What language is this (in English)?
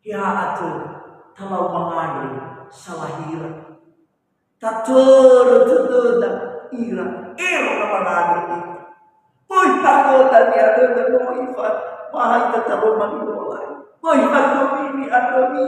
Nias